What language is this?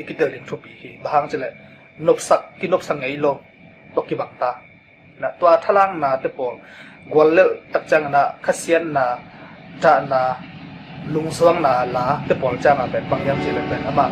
Tedim Chin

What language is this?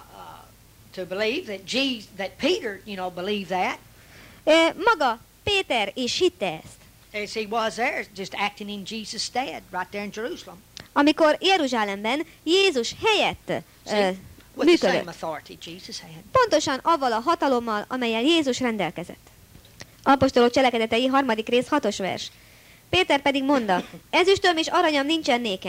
Hungarian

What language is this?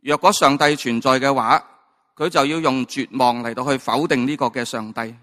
Cantonese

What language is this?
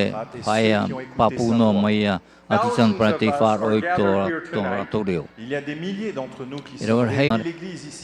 Tahitian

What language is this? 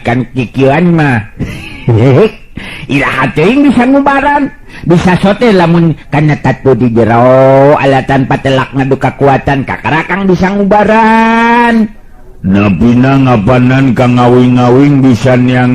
Sundanese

